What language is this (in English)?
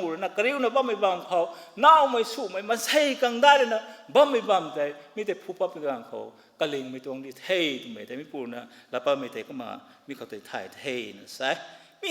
Rongmei Naga